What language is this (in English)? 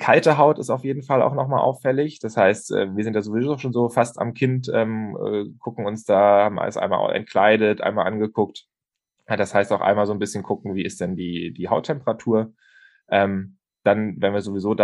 German